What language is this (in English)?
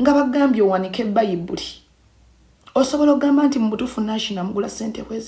Ganda